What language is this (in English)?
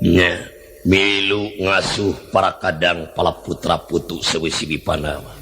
Sundanese